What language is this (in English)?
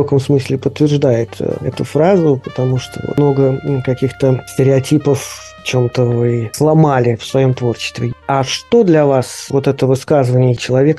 Russian